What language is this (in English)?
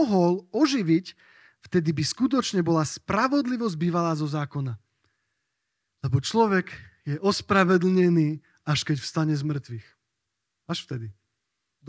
Slovak